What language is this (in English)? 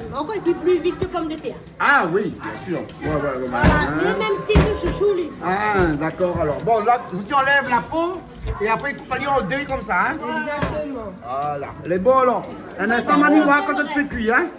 Réunion Creole French